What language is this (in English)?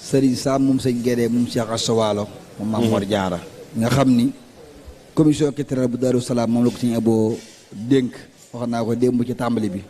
Wolof